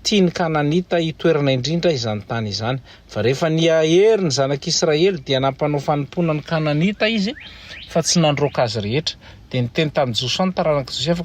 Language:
Malagasy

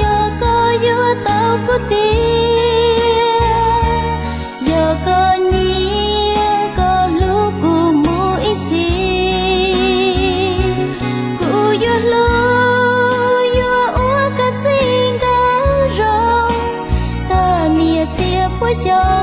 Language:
Hmong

